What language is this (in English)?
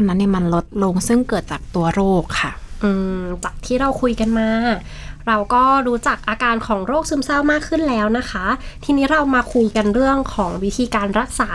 Thai